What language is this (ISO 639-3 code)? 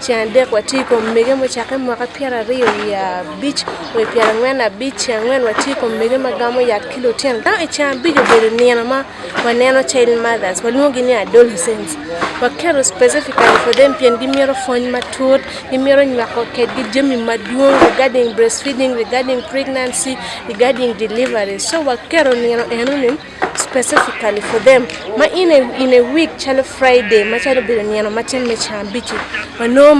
ach